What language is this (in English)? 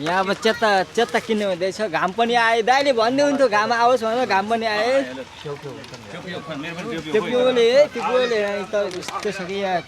Nepali